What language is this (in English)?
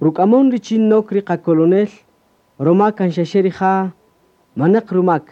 Kaqchikel